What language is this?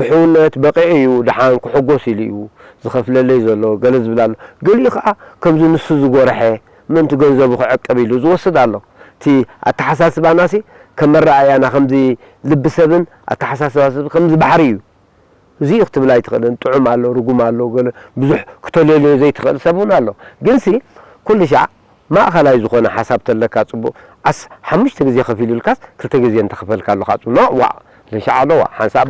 Tigrinya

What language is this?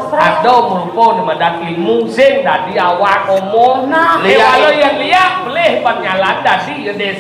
Balinese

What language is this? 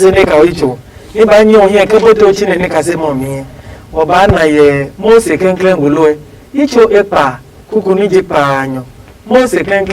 Adangme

